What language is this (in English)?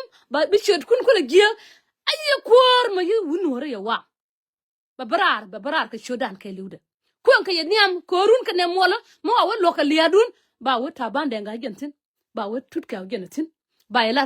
Nuer